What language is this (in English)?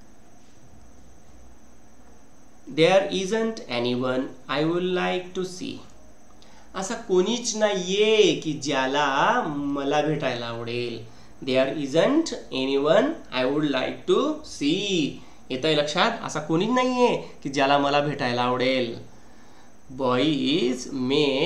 Marathi